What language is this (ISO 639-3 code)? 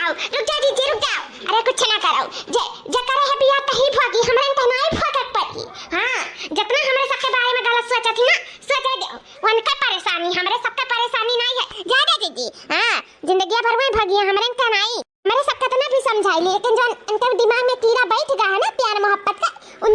awa